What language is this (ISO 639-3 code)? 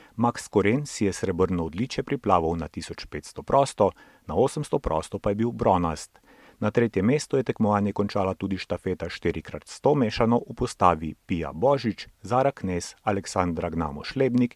slv